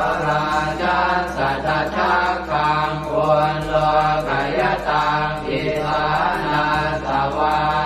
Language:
Pali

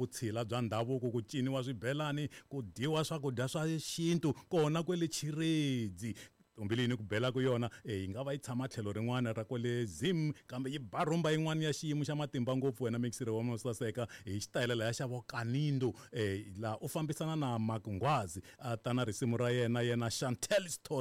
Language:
Tsonga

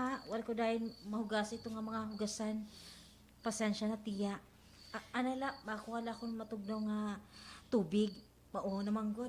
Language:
Waray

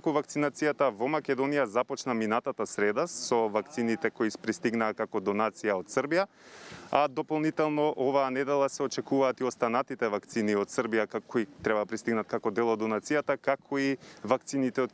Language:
Macedonian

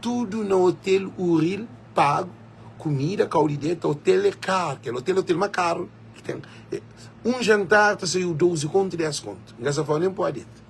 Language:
Kabuverdianu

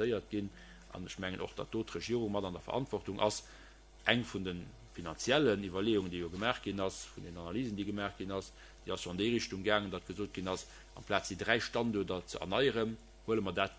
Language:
Luxembourgish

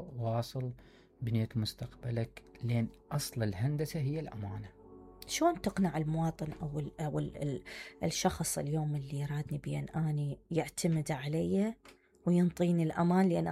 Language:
Mesopotamian Arabic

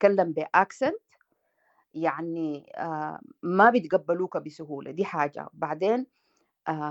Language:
Sudanese Arabic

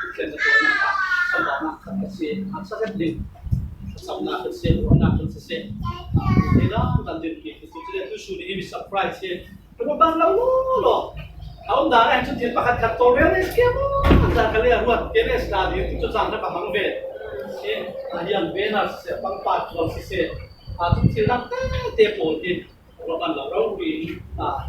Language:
Falam Chin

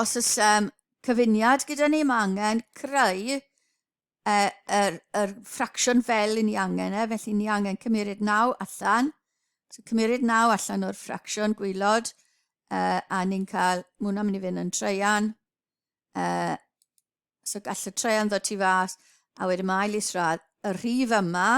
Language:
Welsh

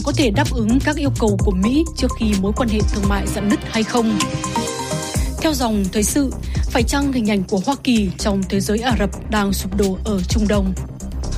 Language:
Vietnamese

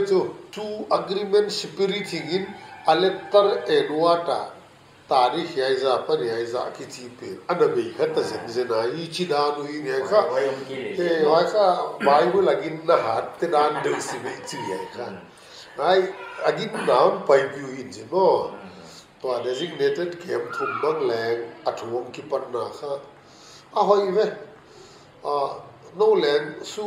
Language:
Paite Chin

